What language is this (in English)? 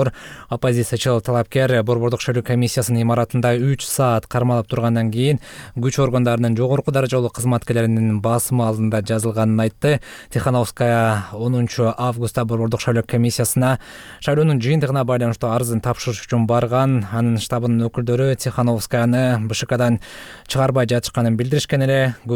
Kyrgyz